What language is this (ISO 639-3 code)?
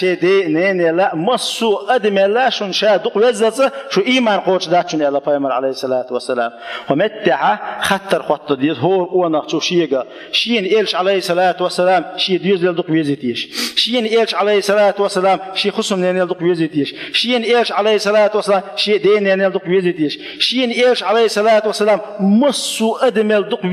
che